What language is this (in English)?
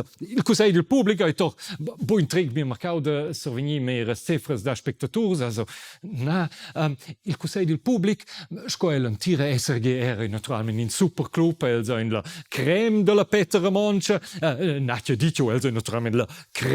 Romansh